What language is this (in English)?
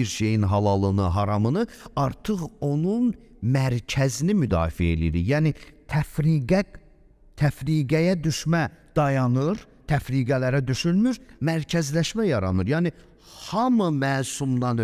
Azerbaijani